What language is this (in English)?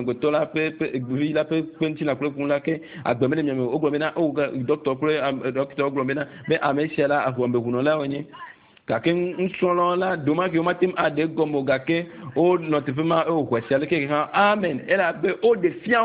Ewe